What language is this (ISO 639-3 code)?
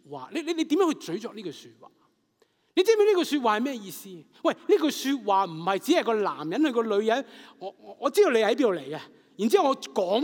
yue